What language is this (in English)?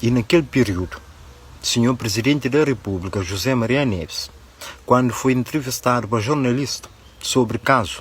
Kabuverdianu